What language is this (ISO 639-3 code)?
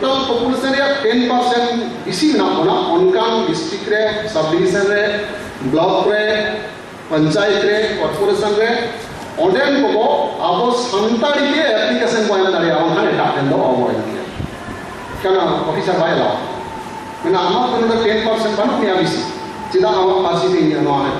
sat